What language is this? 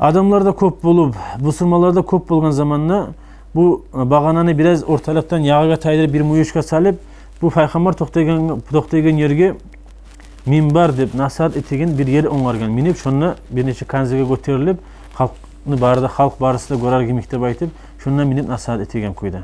Kumyk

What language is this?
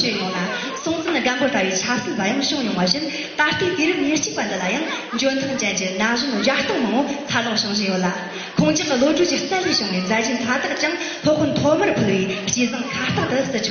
Tibetan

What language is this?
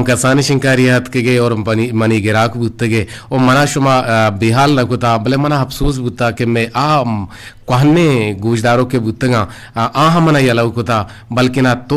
Eastern Balochi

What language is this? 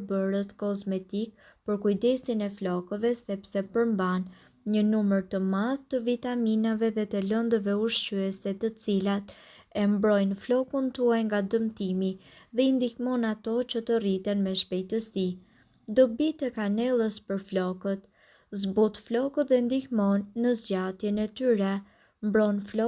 Albanian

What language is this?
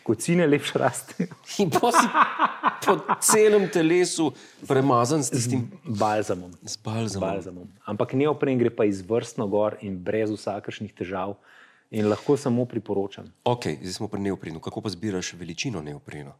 Slovenian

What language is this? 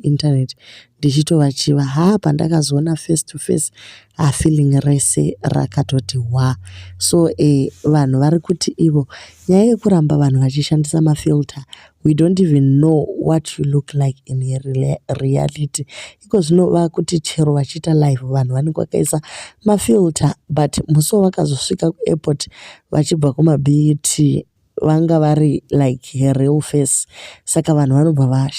Shona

